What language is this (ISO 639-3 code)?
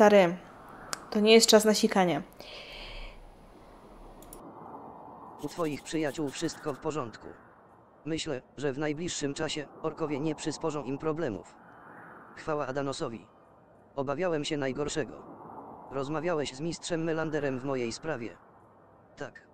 pol